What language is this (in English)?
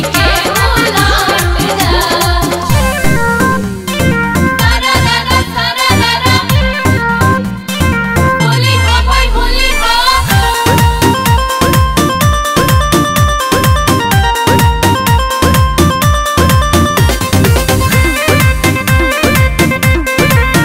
Bhojpuri